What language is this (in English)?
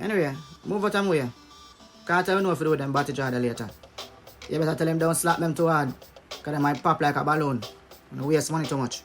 Jamaican Creole English